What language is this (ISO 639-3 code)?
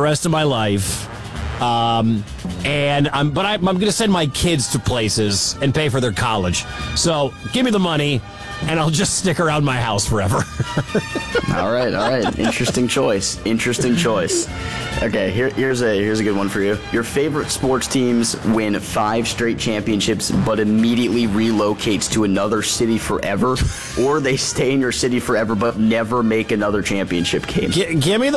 eng